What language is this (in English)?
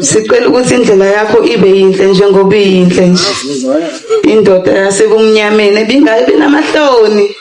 Zulu